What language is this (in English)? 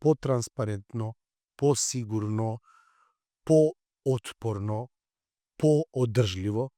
Macedonian